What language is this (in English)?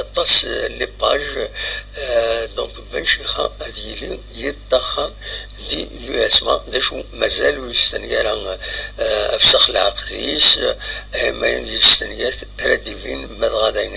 Kabyle